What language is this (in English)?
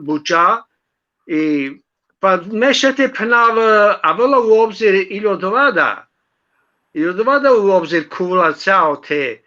Balkan Romani